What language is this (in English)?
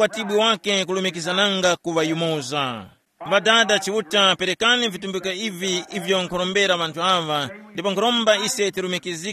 Tumbuka